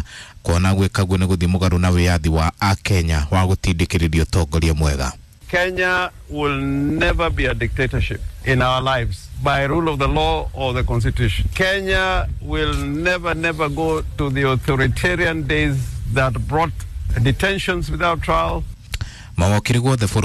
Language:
Kikuyu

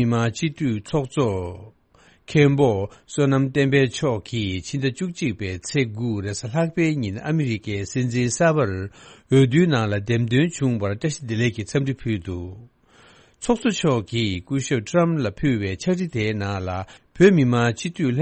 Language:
Tibetan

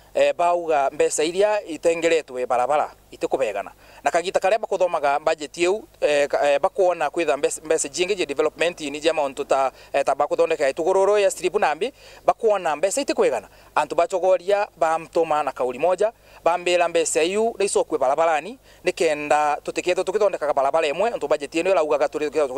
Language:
Meru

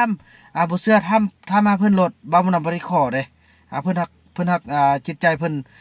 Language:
Lao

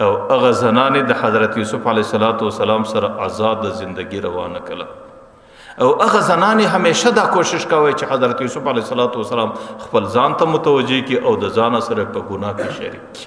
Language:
Pashto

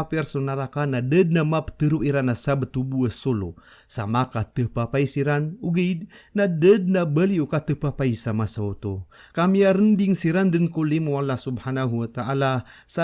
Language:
Maranao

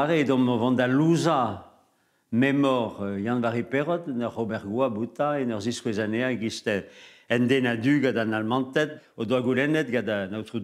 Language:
Breton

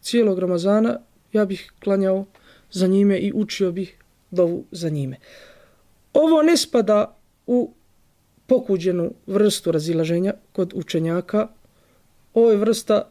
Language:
Bosnian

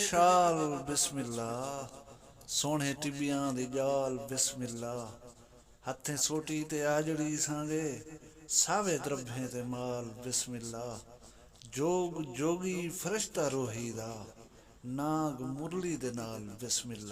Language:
Saraiki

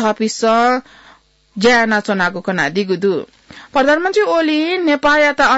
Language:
Newari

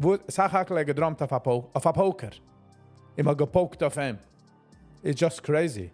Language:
Yiddish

